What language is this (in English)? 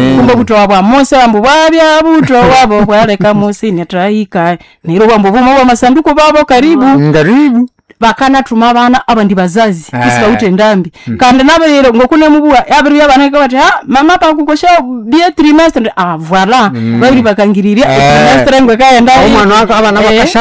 Nande